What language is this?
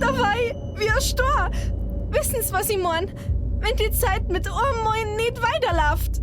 Bavarian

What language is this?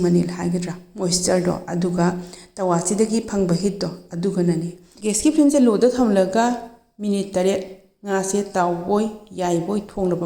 Manipuri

